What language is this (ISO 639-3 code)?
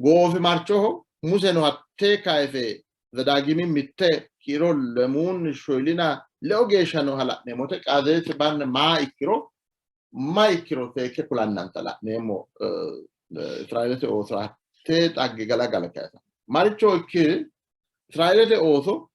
sid